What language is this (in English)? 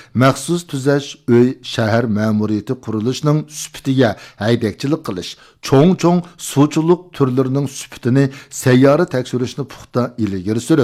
Uyghur